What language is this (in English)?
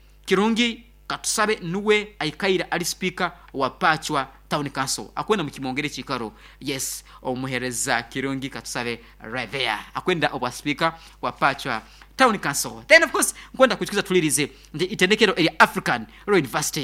Nyankole